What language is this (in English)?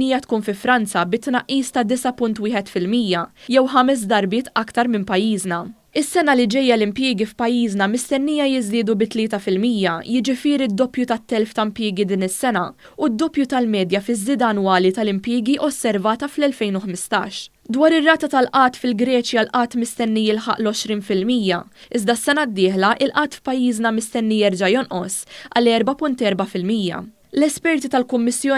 Maltese